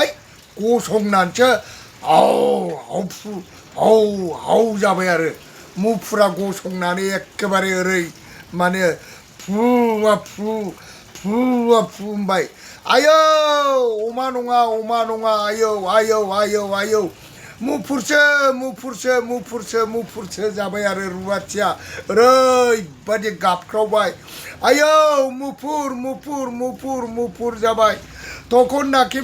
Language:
Bodo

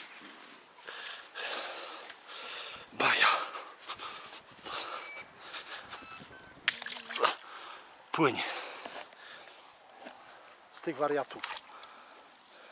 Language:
Polish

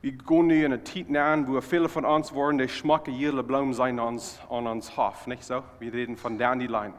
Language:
Plautdietsch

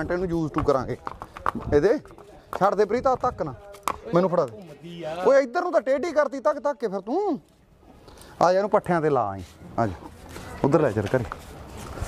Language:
Punjabi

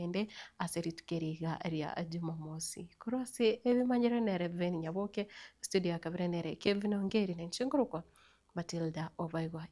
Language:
Gusii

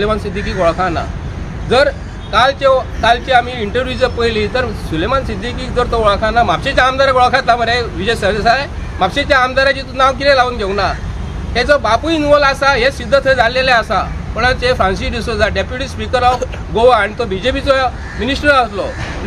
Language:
Konkani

